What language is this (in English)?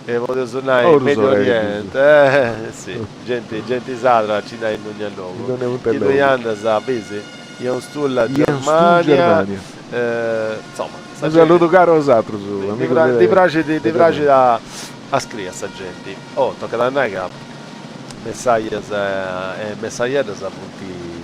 Sardinian